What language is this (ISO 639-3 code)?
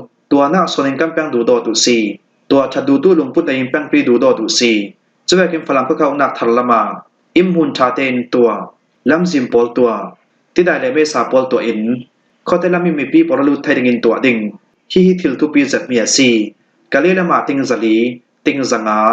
cfm